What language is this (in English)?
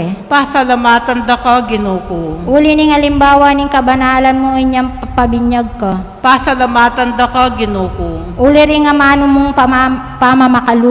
Pampanga